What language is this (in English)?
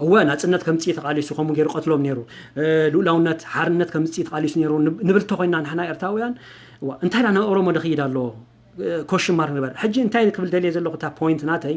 Tigrinya